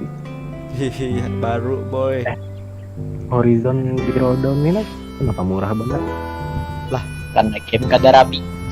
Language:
Banjar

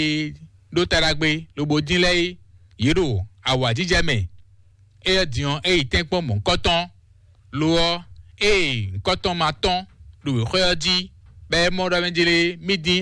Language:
Fon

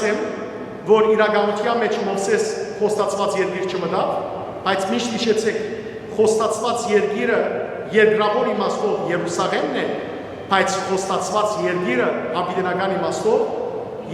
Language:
Western Armenian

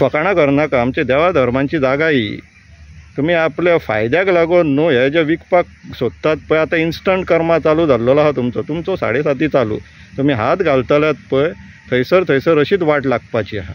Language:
Konkani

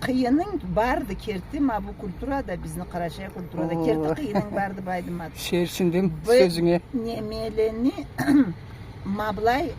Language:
Karachay-Balkar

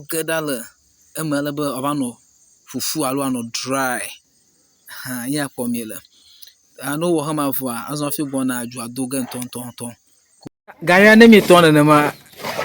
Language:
Ewe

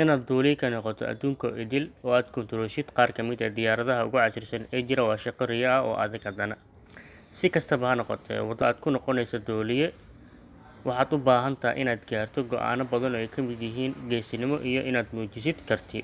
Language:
Somali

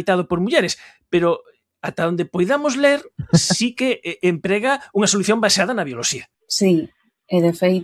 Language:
Galician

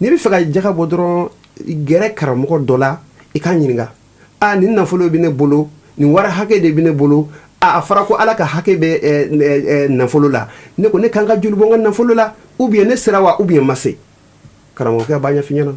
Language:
Bambara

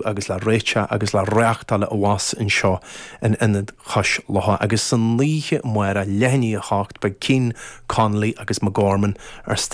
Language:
Irish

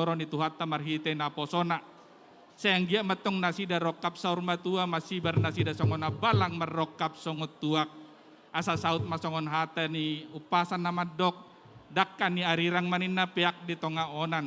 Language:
Batak Toba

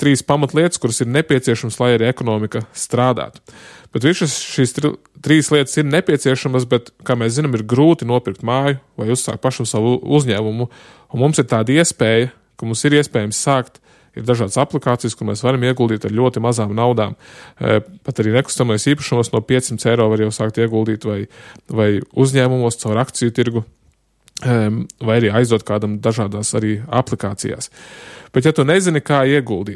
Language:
Latvian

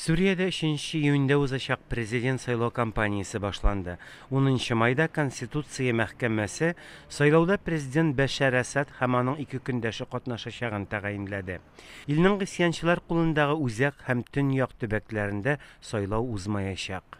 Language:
Tatar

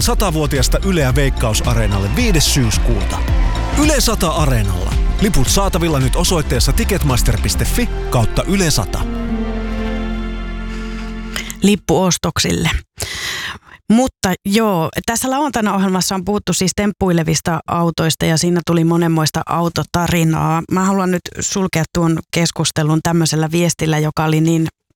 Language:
Finnish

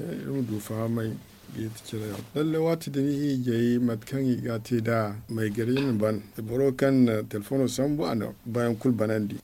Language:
Zarma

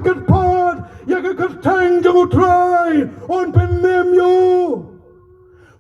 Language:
Khasi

